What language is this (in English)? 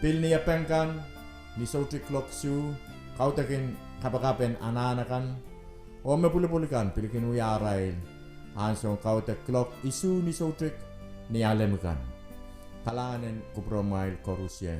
Pohnpeian